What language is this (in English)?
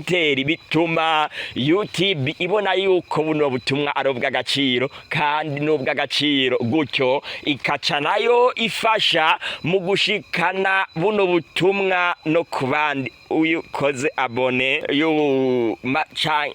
Rundi